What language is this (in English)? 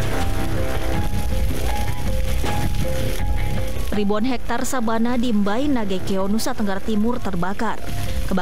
Indonesian